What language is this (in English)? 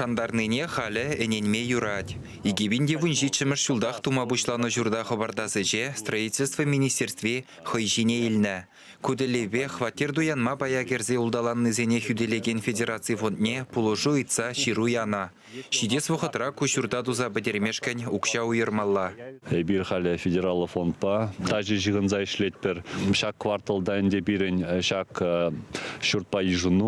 Chuvash